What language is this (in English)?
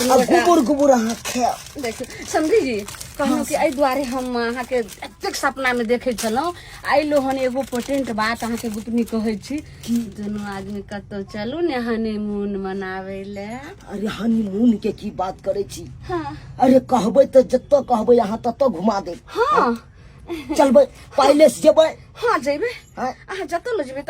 Maithili